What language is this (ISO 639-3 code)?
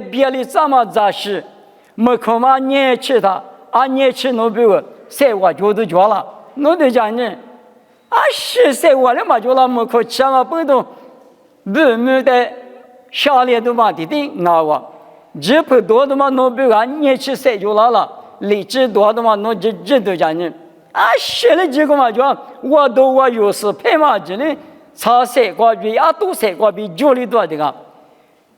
lis